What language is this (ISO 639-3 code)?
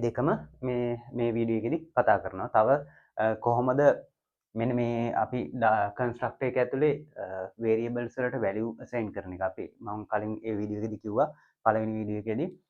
sin